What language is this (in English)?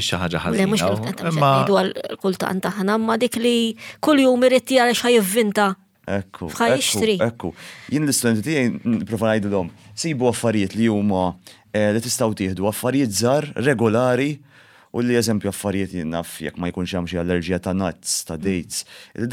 Maltese